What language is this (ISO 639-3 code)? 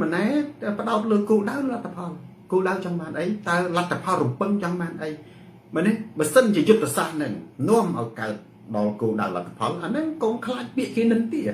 khm